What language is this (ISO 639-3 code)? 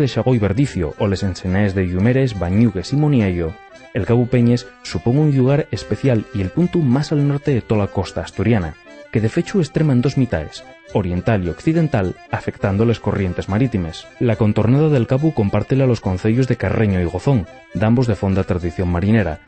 ast